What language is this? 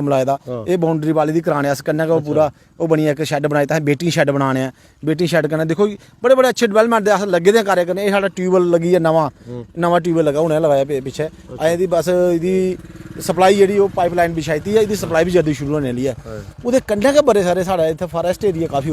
Dogri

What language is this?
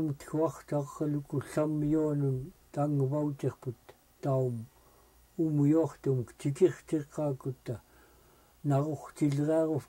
Central Yupik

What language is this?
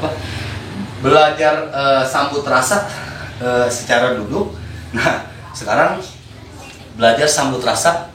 Betawi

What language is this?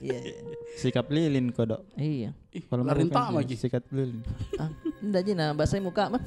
Makassar Malay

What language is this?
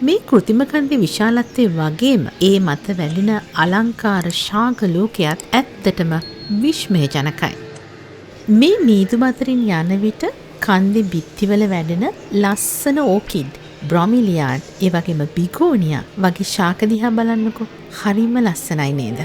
Sinhala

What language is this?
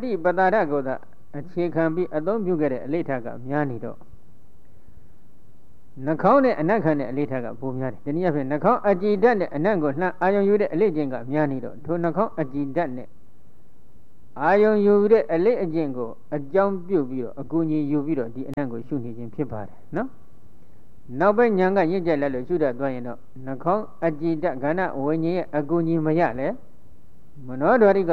Burmese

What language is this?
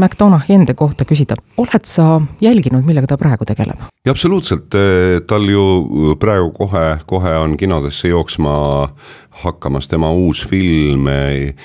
Estonian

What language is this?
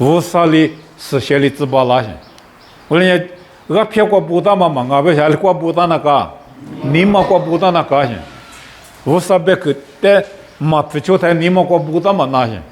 Lisu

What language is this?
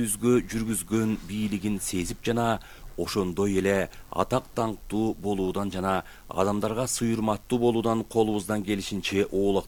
Kyrgyz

